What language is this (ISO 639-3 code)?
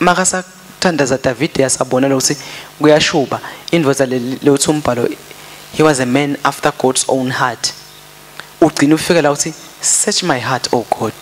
ssw